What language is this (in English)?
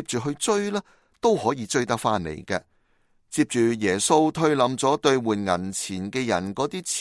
Cantonese